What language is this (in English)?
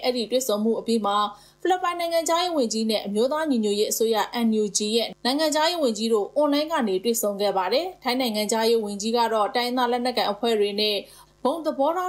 Burmese